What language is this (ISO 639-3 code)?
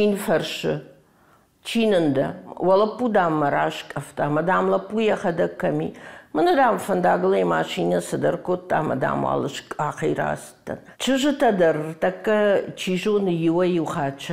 oss